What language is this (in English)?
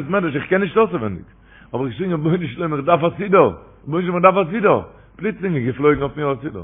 Yiddish